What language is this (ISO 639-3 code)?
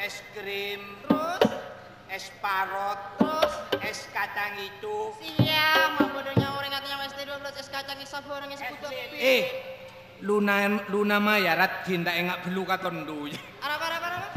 mad